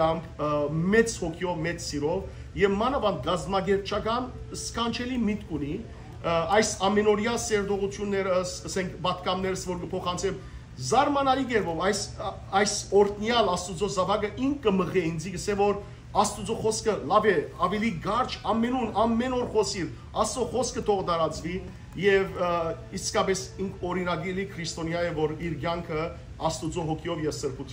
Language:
Western Armenian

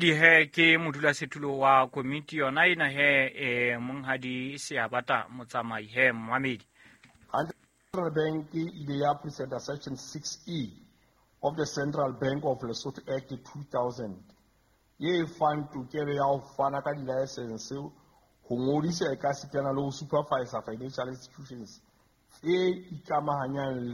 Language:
Southern Sotho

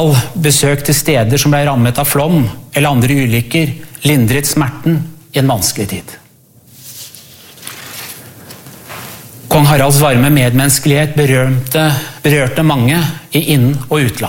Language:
Norwegian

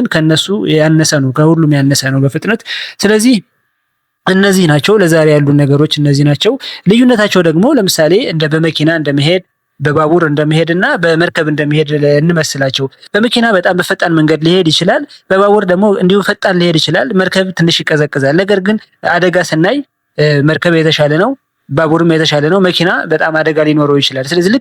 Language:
Amharic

